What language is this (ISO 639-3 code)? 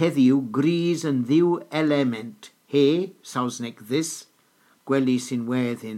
cor